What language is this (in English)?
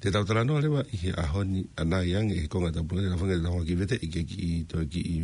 Tongan